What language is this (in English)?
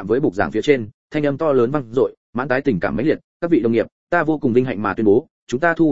Vietnamese